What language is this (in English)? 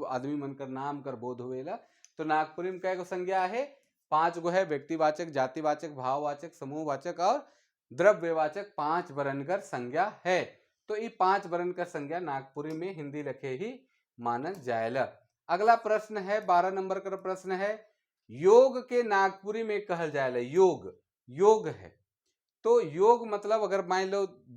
Sadri